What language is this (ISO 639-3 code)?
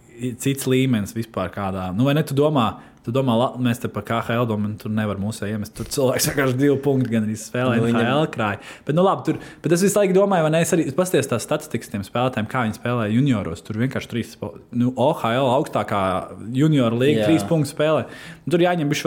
lav